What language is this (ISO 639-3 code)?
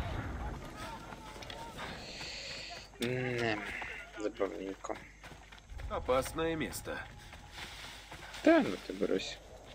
rus